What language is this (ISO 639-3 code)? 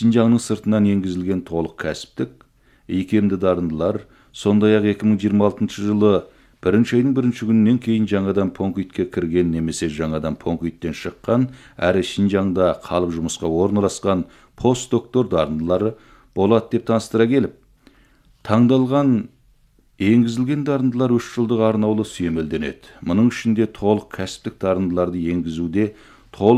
kaz